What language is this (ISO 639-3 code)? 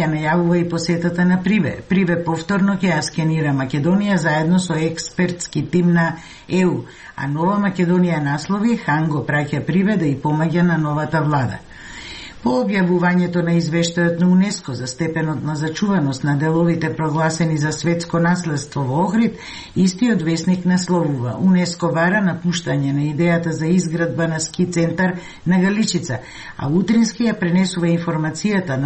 mkd